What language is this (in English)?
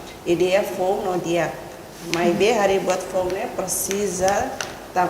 Tetum